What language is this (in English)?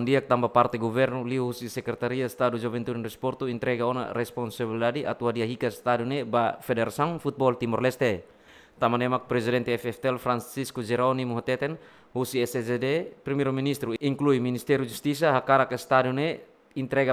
Tetum